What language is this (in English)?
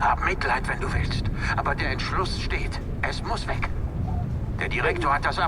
Swiss German